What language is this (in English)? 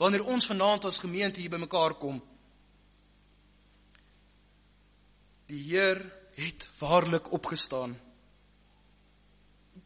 Afrikaans